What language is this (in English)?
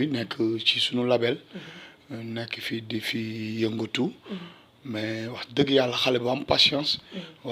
Wolof